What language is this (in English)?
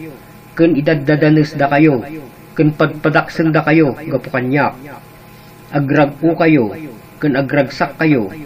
Iloko